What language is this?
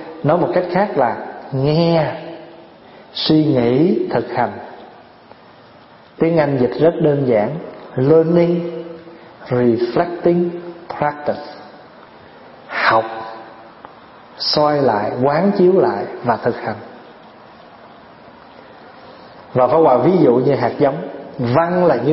Vietnamese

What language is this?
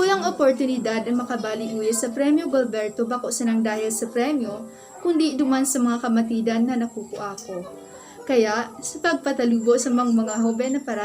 Bikol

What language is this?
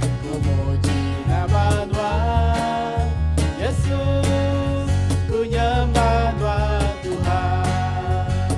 Iban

